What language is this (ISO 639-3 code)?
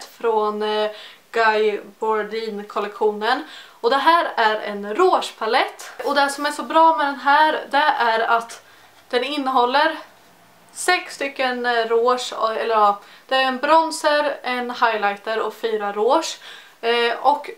swe